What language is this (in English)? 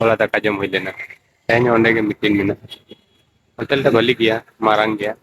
Santali